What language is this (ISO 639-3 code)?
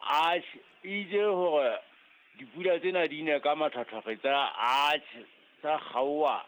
sot